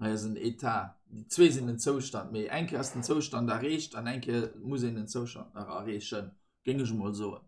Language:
Luxembourgish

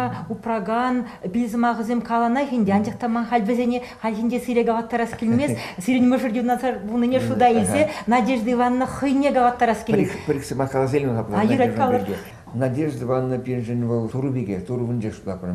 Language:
Chuvash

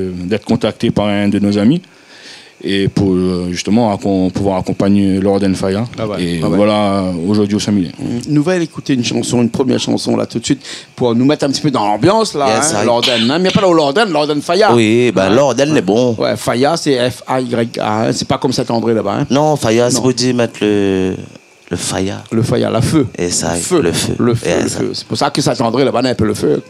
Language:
Réunion Creole French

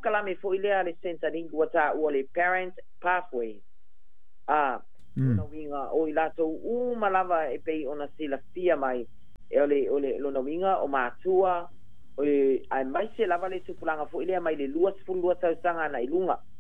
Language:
Samoan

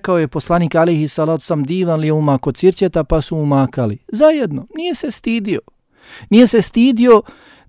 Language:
Bosnian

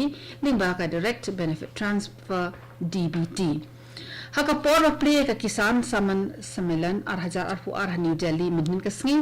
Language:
Khasi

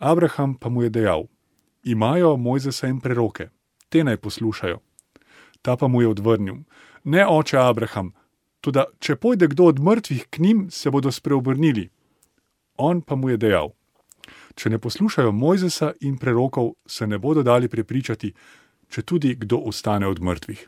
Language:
Slovenian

